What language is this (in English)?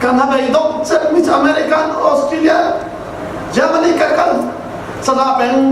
Hakha Chin